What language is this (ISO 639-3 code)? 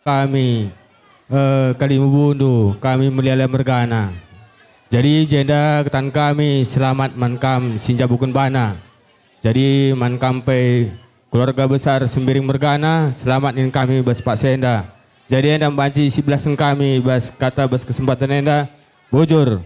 btx